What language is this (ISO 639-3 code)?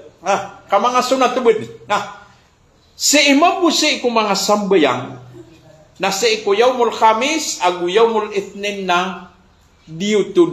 mrw